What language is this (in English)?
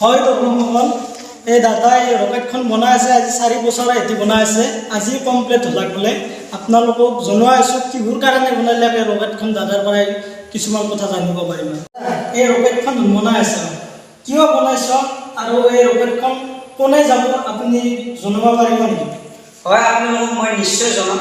Assamese